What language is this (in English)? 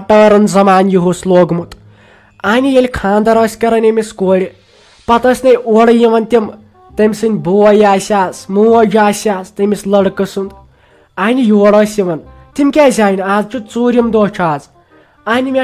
Kashmiri